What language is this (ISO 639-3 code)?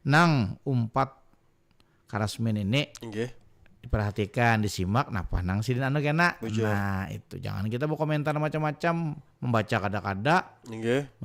bjn